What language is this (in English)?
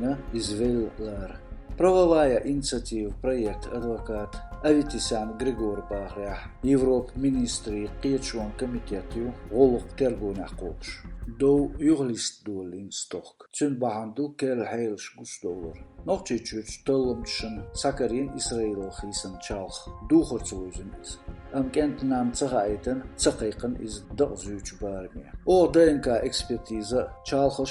Chechen